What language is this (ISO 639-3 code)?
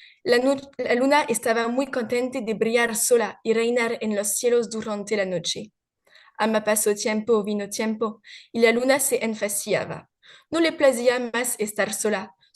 lad